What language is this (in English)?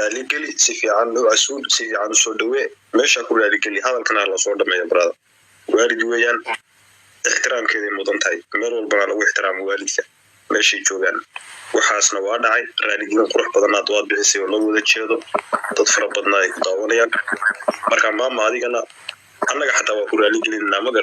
Somali